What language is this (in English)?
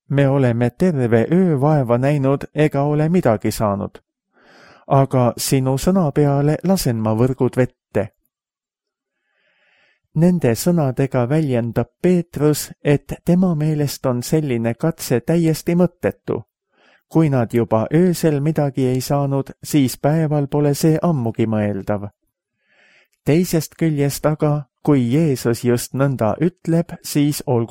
Estonian